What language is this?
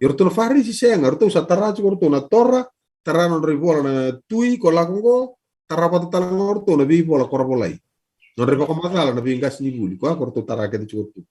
Fijian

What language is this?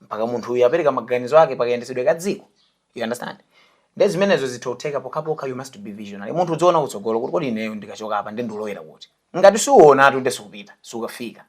Nyanja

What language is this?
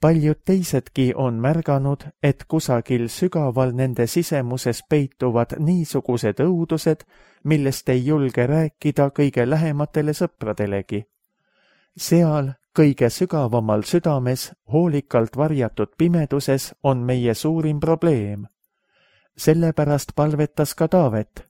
Estonian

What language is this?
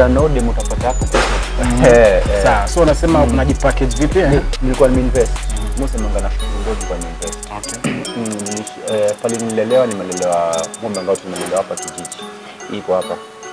Swahili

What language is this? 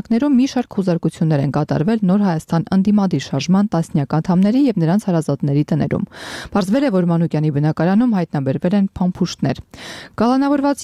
Armenian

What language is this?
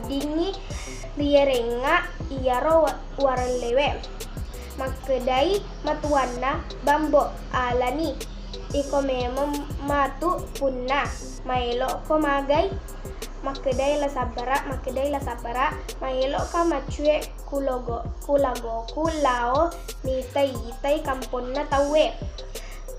Buginese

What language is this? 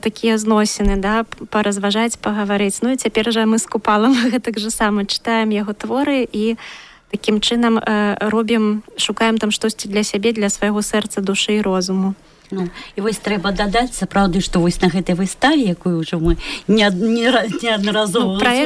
Belarusian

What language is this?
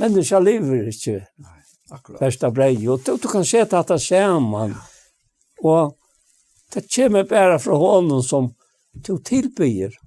Faroese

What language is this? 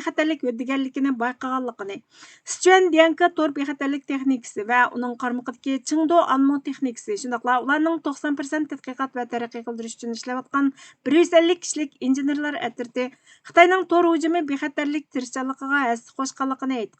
Uyghur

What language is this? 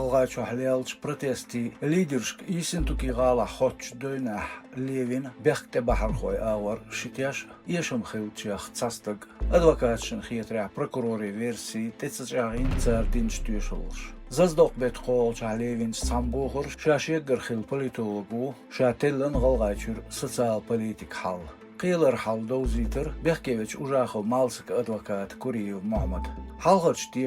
Chechen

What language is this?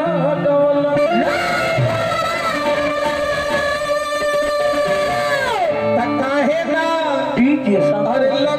Bhojpuri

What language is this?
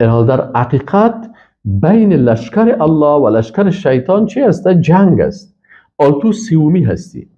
Persian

